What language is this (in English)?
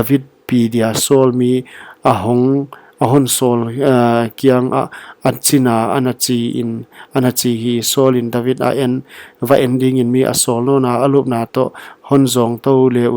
Paite Chin